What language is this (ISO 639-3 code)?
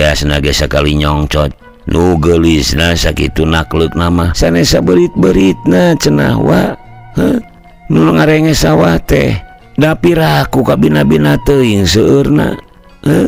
sun